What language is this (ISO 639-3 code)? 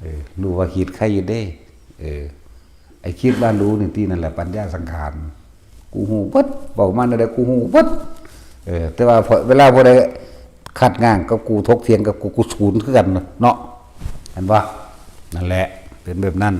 tts